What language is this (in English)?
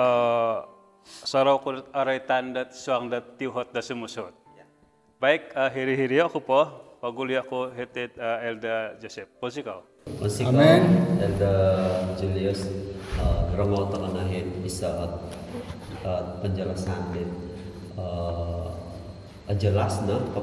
Central Dusun